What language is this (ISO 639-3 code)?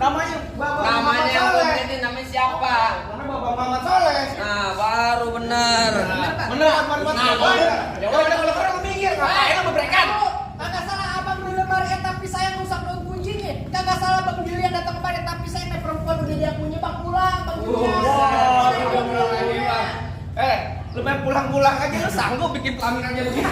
bew